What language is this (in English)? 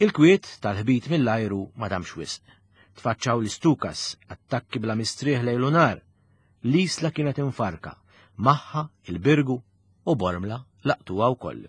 Maltese